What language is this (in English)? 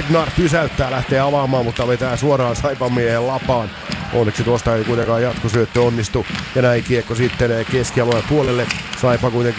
Finnish